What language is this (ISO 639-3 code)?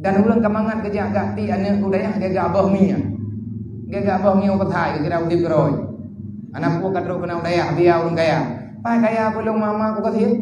ace